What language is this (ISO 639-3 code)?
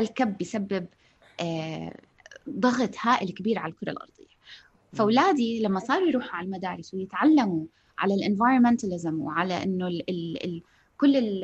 apc